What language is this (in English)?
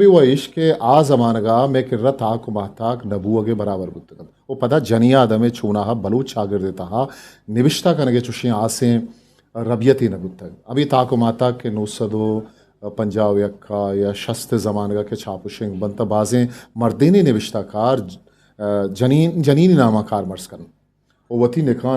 Eastern Balochi